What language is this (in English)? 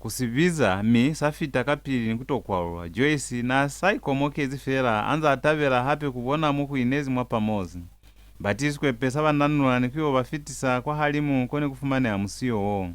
Lozi